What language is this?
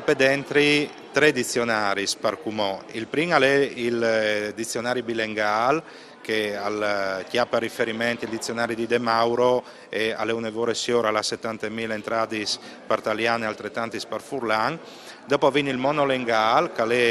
Friulian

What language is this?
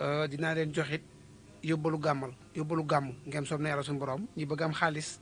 Wolof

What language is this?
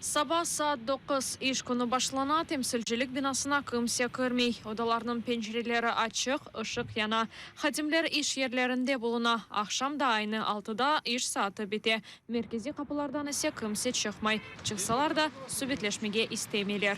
Crimean Tatar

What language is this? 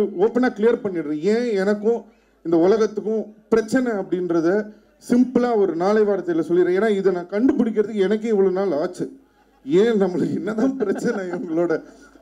Tamil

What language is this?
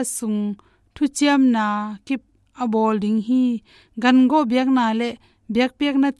Tedim Chin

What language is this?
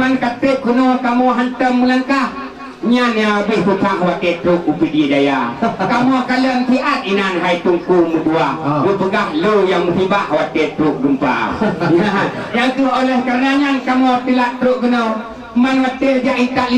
Achinese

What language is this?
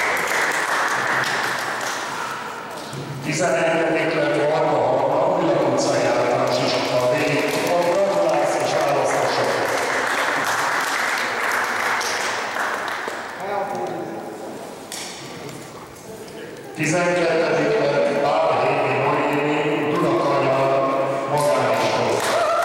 Hungarian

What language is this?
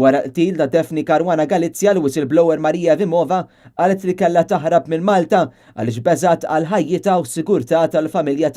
Maltese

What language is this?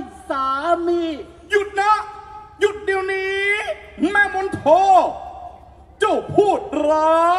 Thai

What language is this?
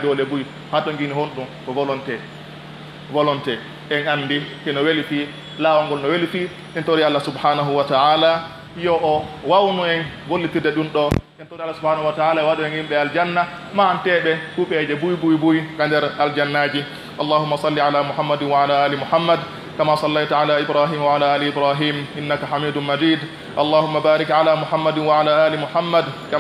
Pular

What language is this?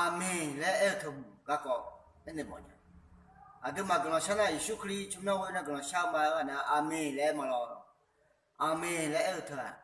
Akha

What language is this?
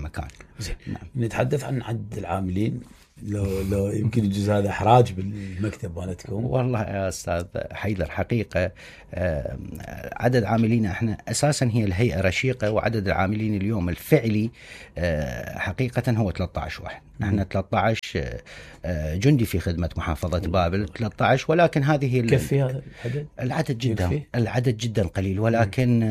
Mesopotamian Arabic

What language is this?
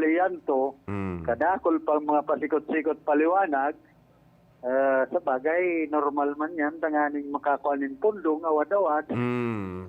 Bikol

